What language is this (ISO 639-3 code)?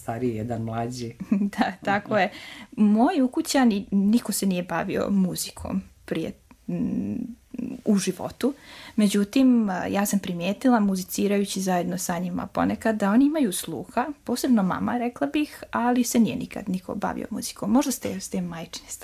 srp